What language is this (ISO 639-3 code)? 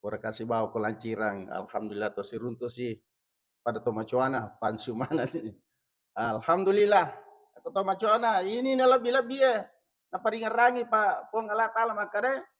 bug